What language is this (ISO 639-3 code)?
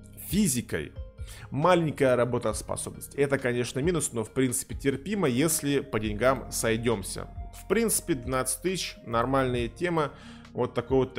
rus